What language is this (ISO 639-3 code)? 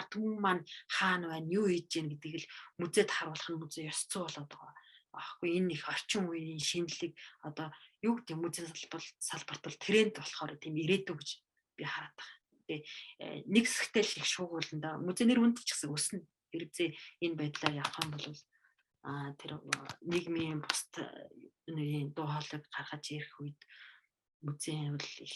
mon